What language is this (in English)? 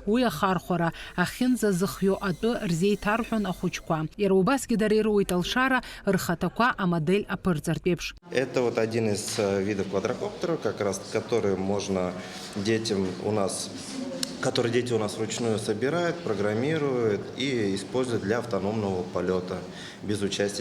Abkhazian